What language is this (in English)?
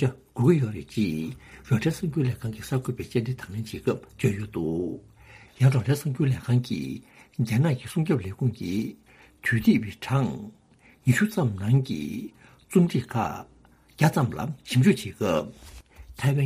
Tibetan